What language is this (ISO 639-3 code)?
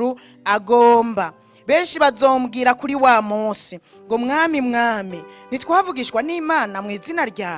run